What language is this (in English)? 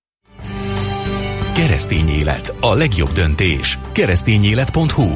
Hungarian